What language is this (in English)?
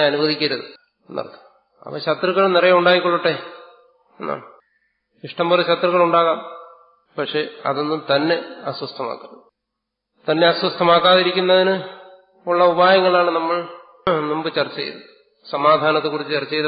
Malayalam